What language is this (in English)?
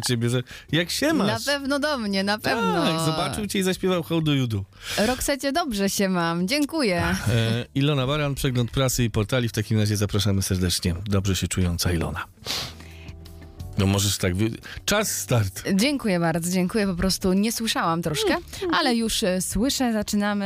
Polish